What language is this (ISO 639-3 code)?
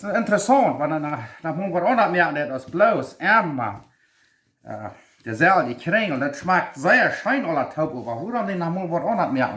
pdt